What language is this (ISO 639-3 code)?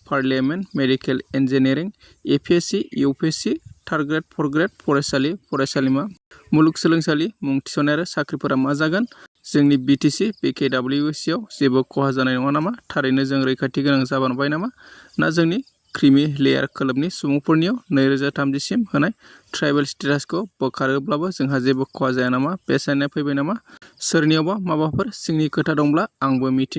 brx